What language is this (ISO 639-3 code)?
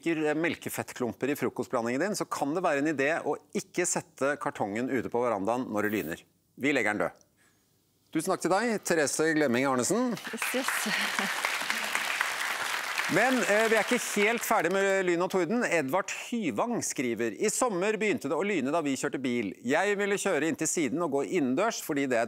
nor